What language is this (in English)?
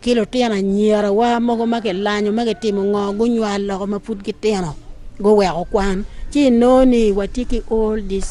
Acoli